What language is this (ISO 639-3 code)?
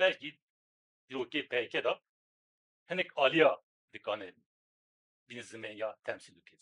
kur